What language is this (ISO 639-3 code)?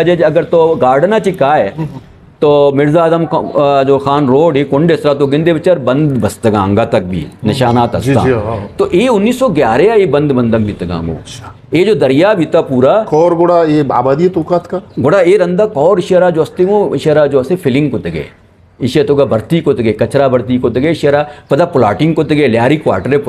bgp